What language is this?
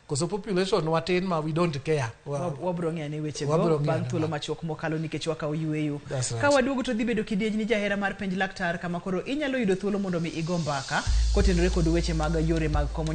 Luo (Kenya and Tanzania)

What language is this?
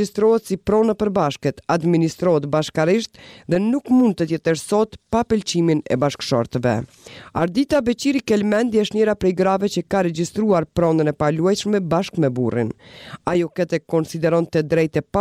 Albanian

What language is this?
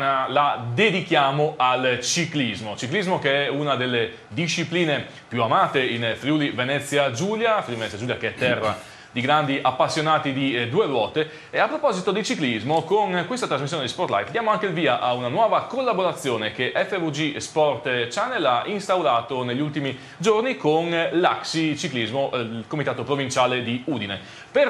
Italian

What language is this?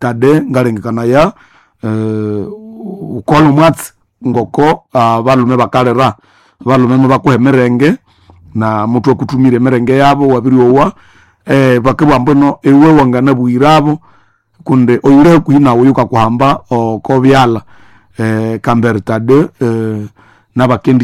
Nande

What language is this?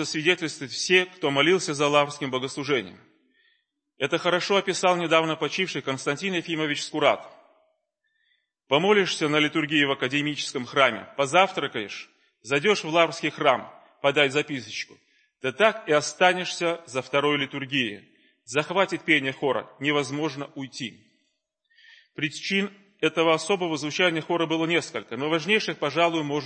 Russian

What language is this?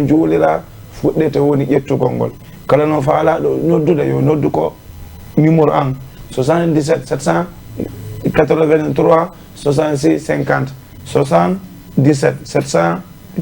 Fula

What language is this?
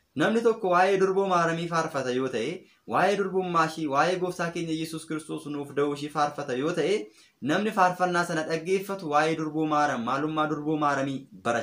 Oromo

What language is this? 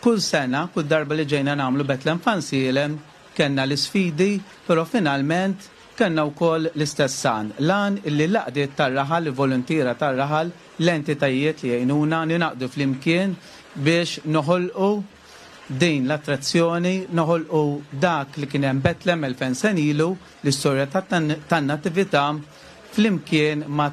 Maltese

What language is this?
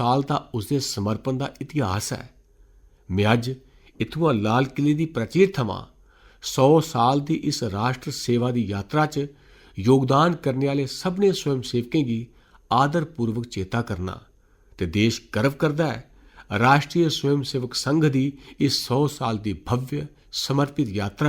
Dogri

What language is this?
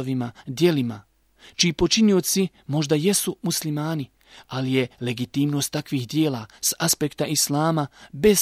Bosnian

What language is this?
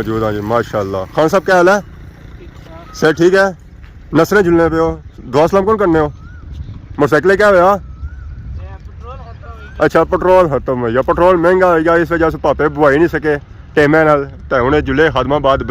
Pahari-Potwari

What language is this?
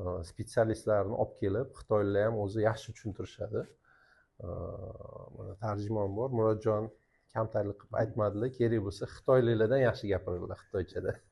Uzbek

